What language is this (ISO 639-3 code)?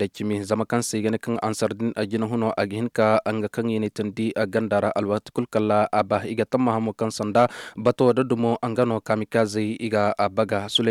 ses